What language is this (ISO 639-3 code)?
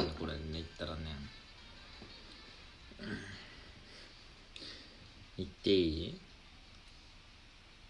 jpn